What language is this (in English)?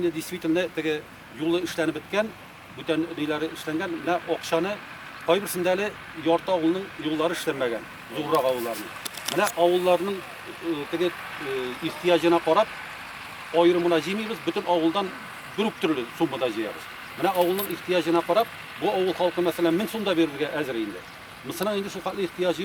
Tatar